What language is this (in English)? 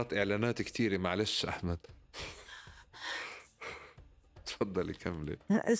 North Levantine Arabic